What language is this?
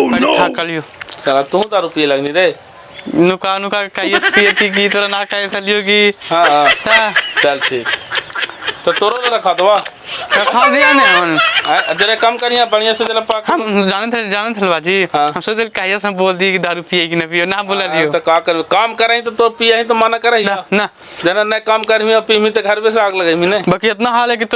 Magahi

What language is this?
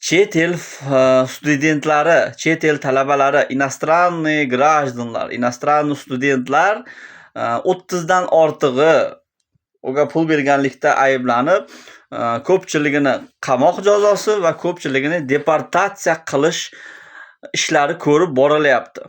Uzbek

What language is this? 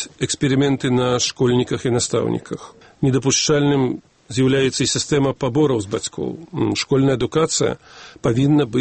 Belarusian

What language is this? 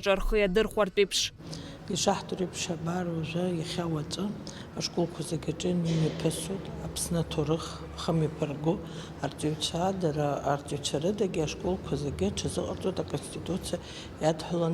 Abkhazian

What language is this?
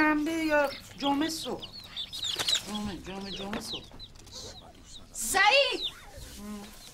Persian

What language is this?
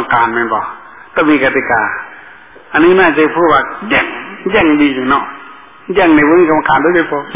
Thai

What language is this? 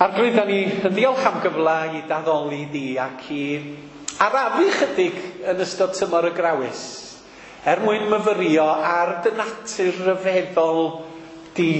Welsh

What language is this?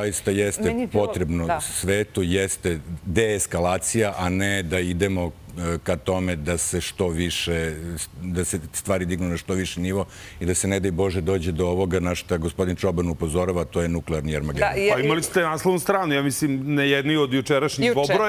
Serbian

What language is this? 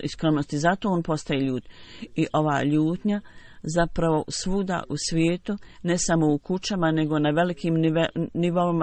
Bosnian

